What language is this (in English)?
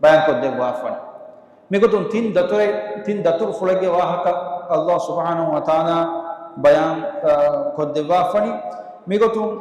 Divehi